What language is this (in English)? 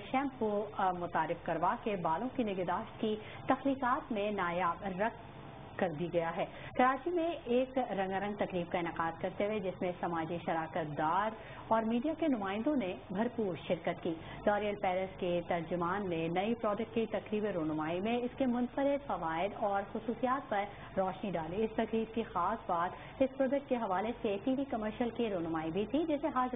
Urdu